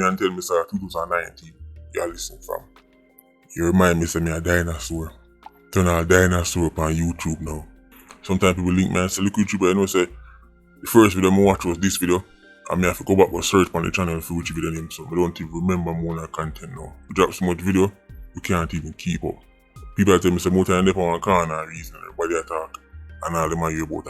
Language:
Jamaican Creole English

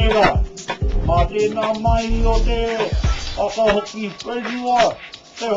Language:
Māori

